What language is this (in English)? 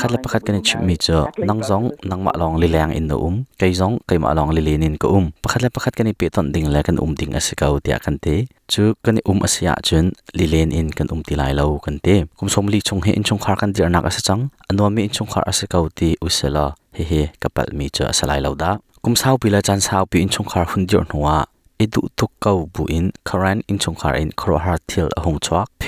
Hakha Chin